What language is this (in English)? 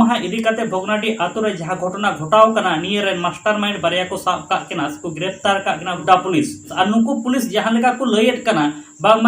Santali